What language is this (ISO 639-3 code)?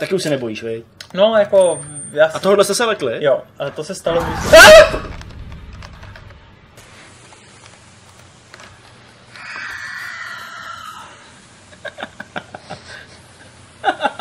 ces